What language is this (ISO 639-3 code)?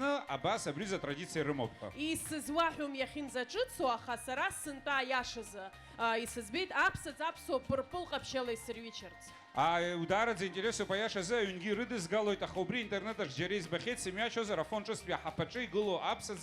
abk